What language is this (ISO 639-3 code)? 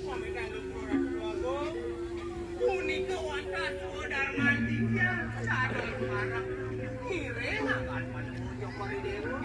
ban